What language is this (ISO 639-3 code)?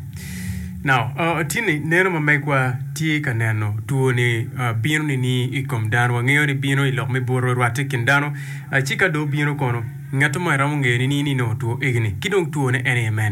ach